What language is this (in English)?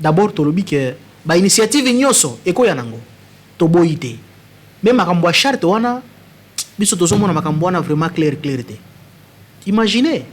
Lingala